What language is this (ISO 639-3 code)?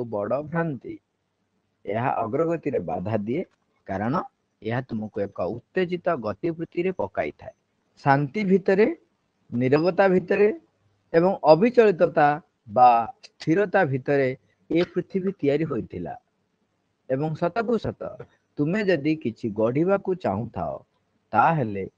ori